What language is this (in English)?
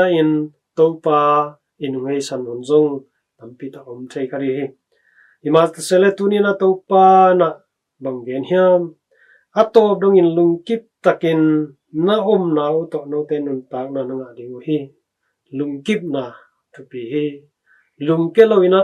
Tedim Chin